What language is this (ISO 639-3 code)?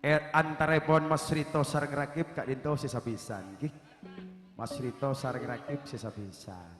mad